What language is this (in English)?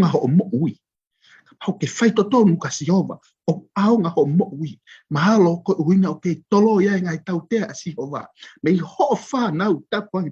Tongan